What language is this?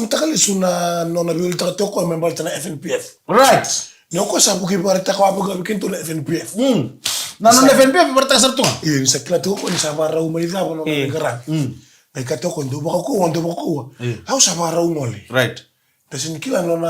Fijian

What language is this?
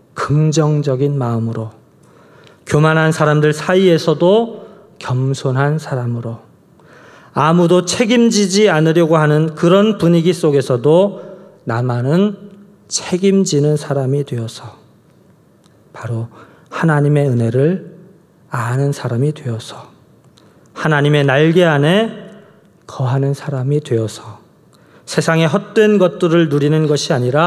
Korean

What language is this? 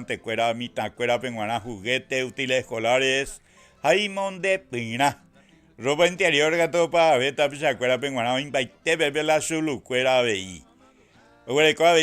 Guarani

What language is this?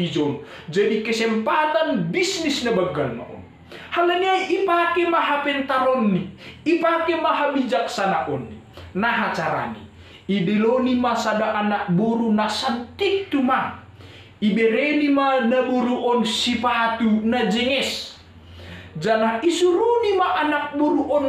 Batak Simalungun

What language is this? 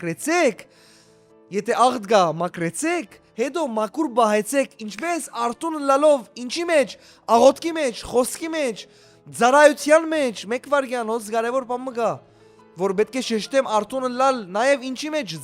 Western Armenian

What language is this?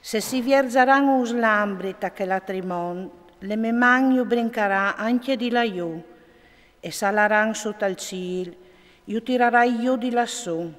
Friulian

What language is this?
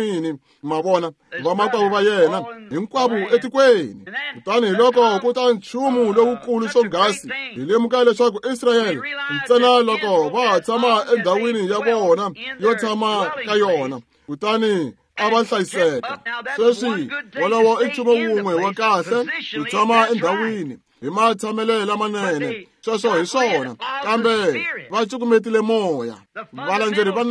Tsonga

